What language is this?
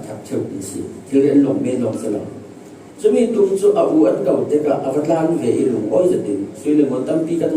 Falam Chin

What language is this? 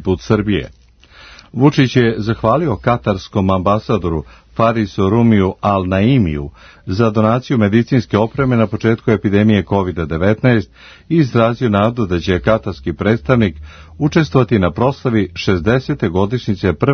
Serbian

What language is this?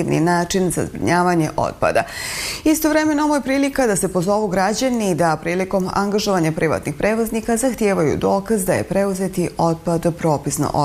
Bosnian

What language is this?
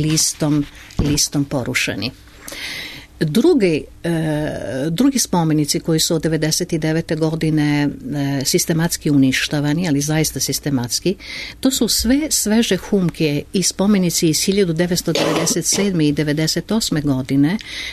Serbian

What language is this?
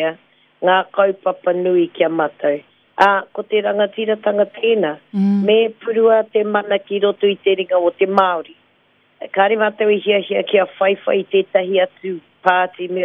Māori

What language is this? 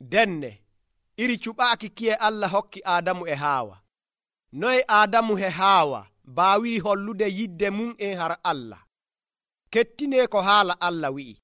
Nigerian Fulfulde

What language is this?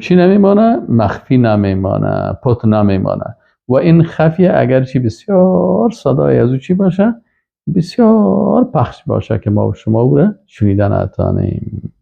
Persian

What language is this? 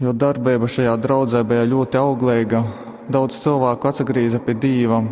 Latgalian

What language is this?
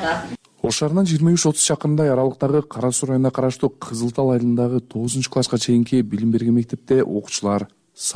Kyrgyz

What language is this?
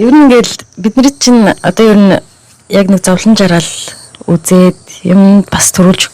Mongolian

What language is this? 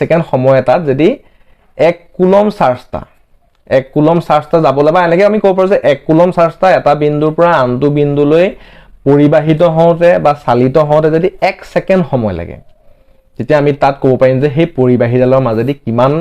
Assamese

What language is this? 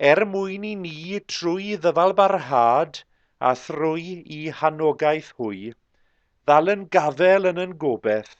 Welsh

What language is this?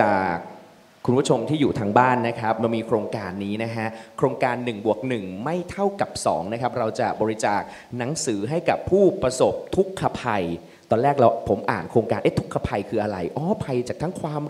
Thai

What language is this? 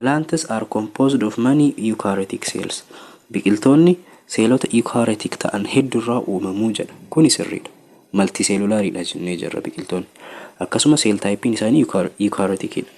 Oromo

